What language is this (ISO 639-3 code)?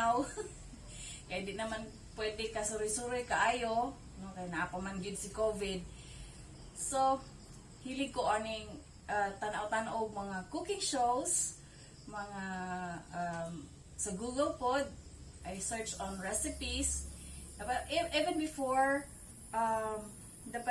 ceb